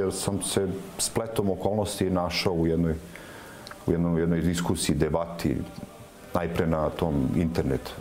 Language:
Serbian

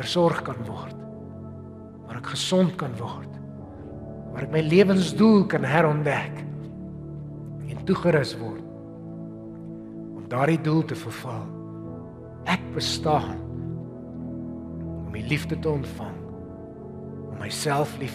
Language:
Afrikaans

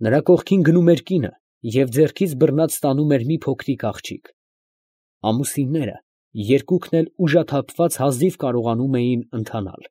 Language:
Armenian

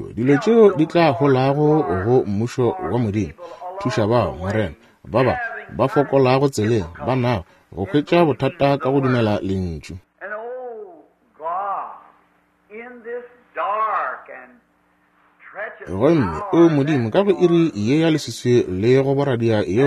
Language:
Northern Sotho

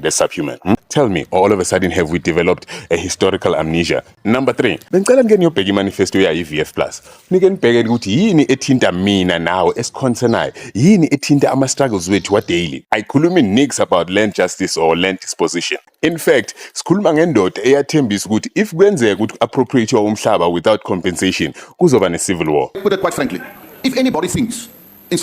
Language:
Zulu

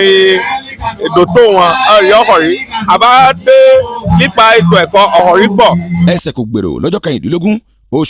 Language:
Yoruba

